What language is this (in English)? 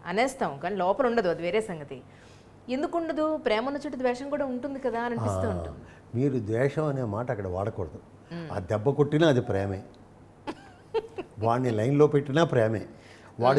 Telugu